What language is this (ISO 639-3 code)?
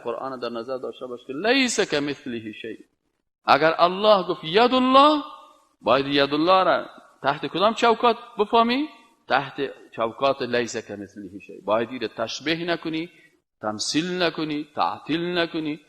fas